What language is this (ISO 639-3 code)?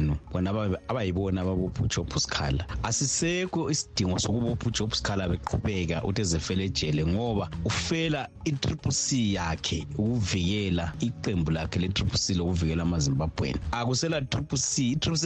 nde